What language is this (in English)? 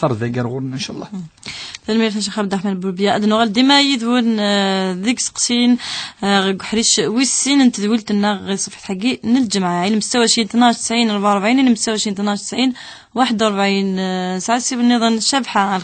Kabyle